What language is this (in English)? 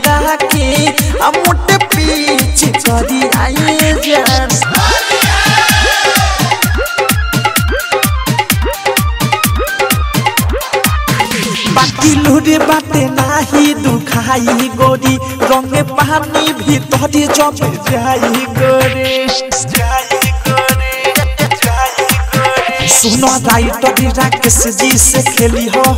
Bhojpuri